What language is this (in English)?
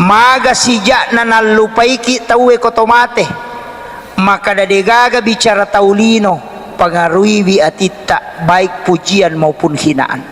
Buginese